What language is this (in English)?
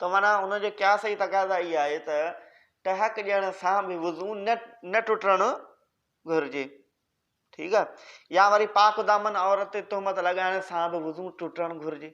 Sindhi